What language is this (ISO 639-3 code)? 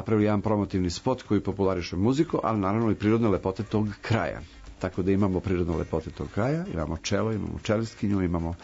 srp